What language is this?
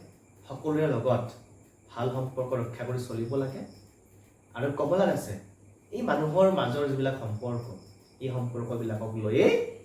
Assamese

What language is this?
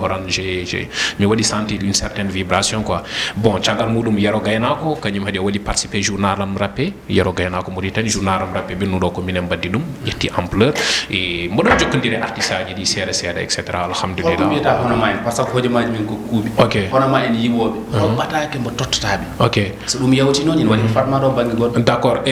Fula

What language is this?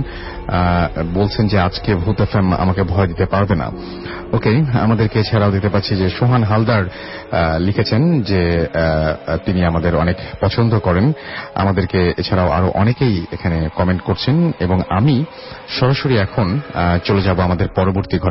Bangla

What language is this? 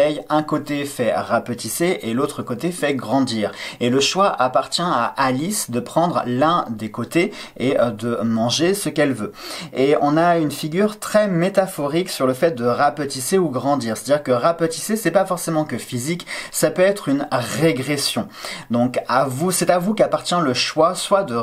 French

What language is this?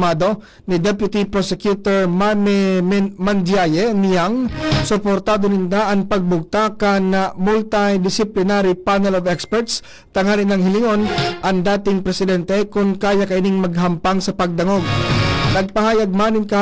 Bikol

